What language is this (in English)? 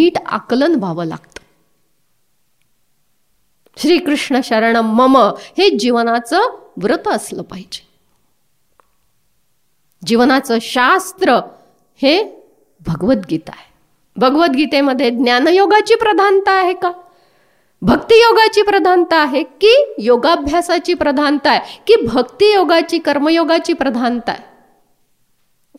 Marathi